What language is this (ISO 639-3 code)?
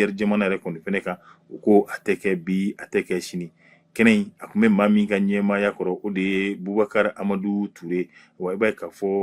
bam